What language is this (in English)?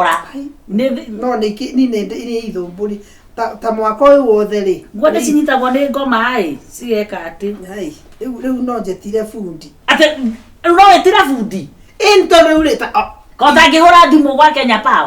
Kikuyu